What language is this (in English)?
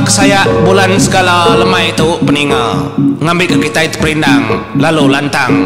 Iban